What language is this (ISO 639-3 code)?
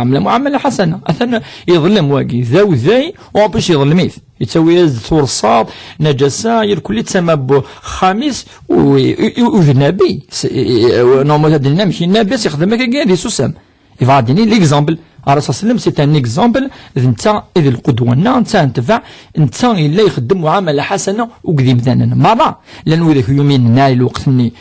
kab